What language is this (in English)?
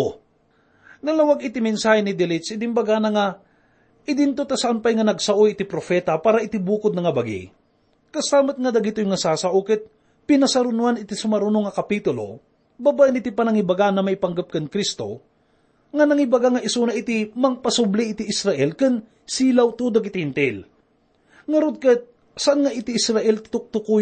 Iloko